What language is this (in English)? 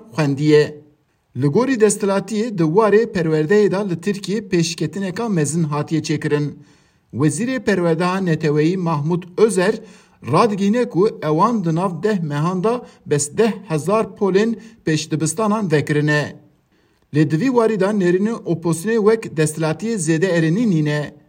Kurdish